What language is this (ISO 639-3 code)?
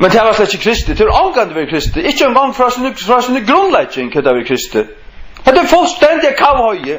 fao